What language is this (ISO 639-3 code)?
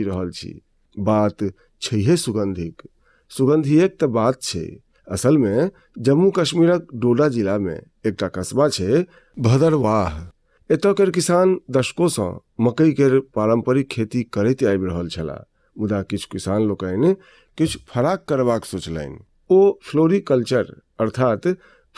mai